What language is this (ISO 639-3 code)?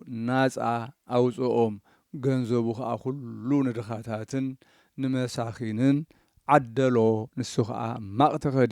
tir